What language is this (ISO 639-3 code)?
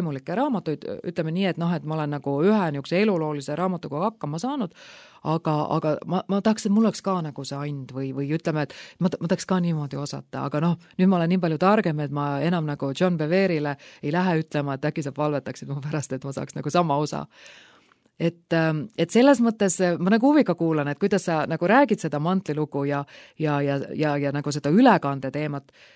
est